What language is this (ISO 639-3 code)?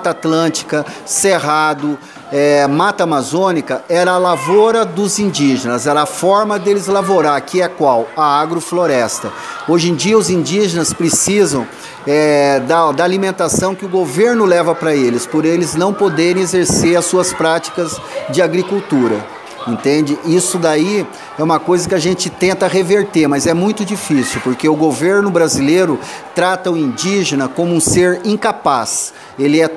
por